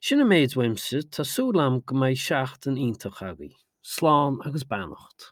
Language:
Irish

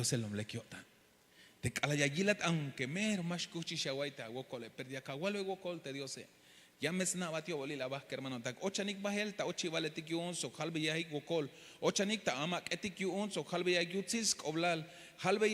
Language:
Tzeltal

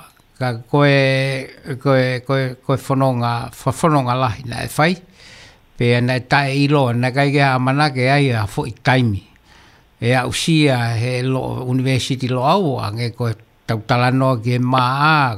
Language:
Tongan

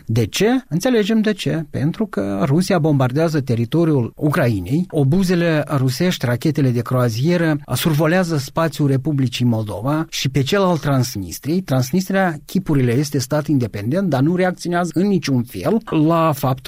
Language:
Romanian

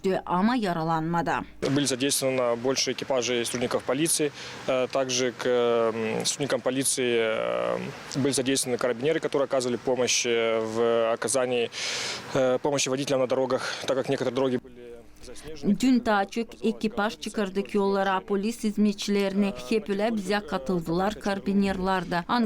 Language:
Gagauz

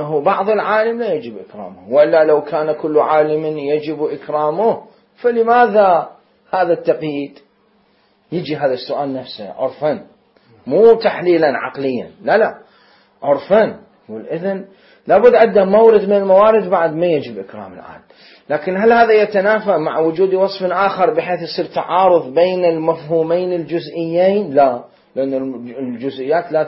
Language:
Mesopotamian Arabic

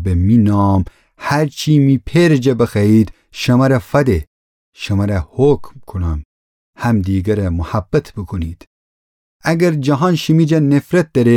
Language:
Gilaki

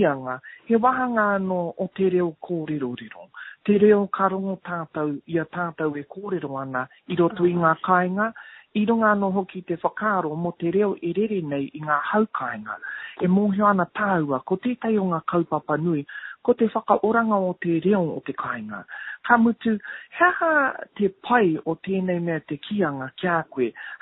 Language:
Māori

